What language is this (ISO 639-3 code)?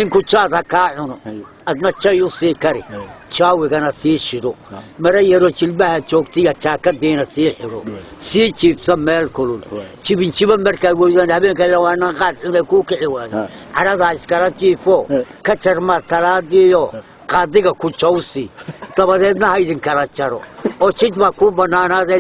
som